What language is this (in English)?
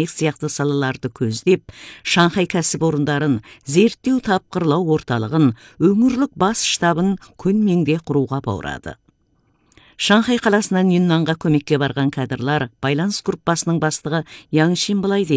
Kazakh